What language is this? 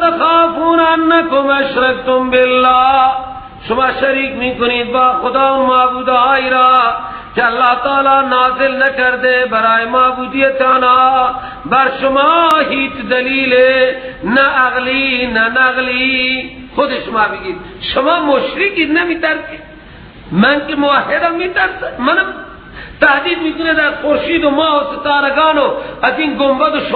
Persian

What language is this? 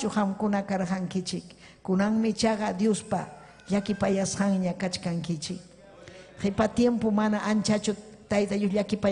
Ayacucho Quechua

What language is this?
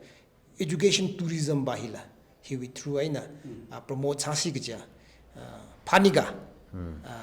Tangkhul Naga (India)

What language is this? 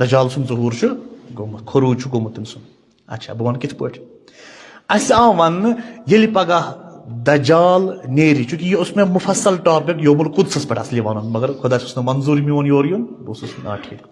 Kashmiri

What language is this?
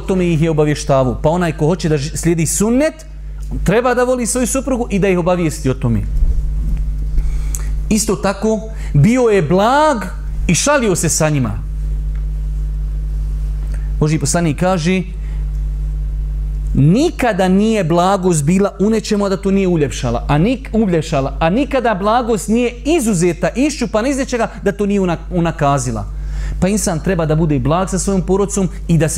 Bosnian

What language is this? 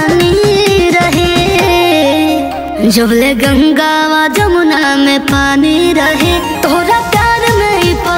Bhojpuri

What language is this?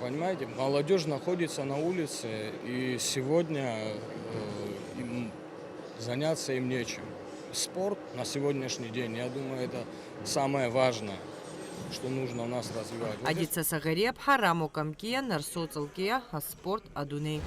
Abkhazian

